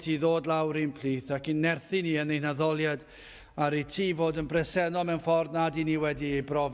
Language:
Welsh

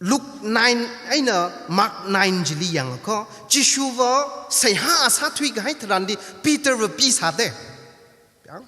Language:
Tangkhul Naga (India)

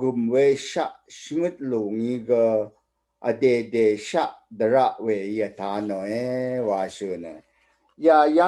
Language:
Rawang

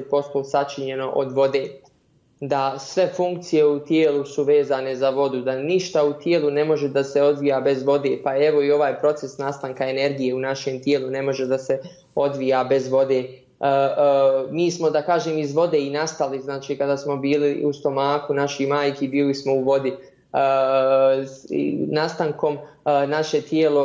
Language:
Bosnian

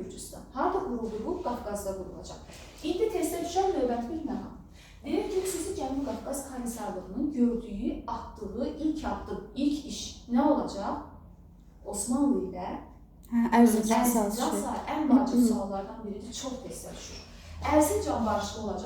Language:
Azerbaijani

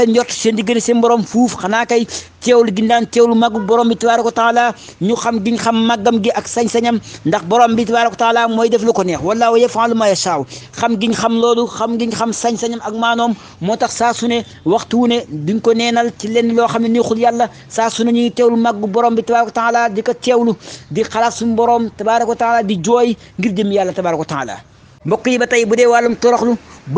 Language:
Wolof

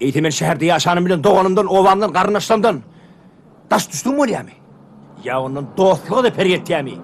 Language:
Turkmen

